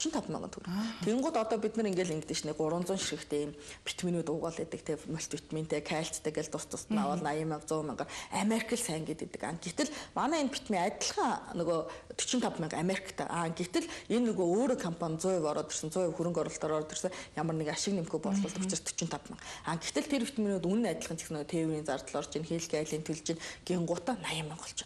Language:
Mongolian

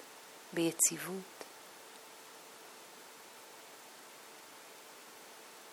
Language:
Hebrew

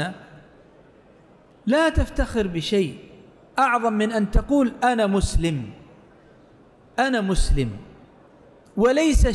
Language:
Arabic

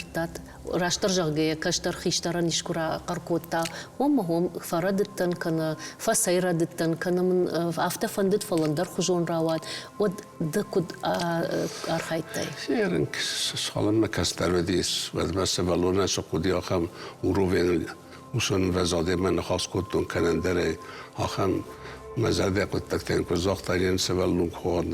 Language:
Ossetic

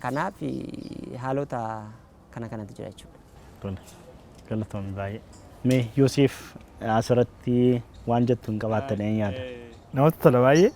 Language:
Oromo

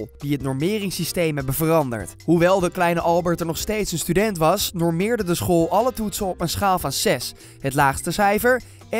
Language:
Dutch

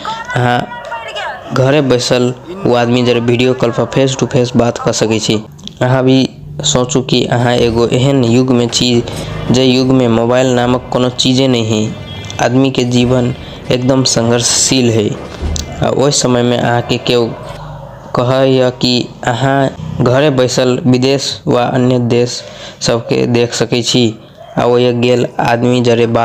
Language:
Maithili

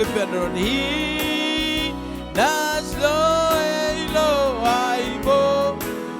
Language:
Marshallese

